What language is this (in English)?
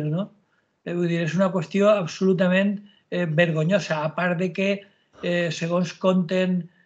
Catalan